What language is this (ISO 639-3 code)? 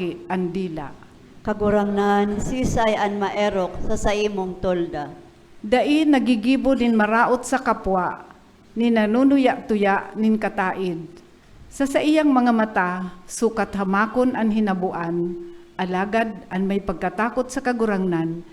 bik